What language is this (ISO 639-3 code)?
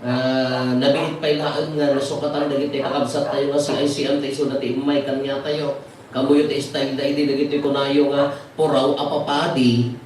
ilo